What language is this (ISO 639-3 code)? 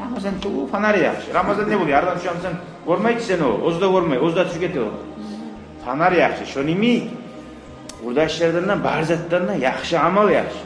kum